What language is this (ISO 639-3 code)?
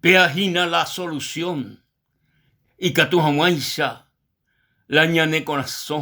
grn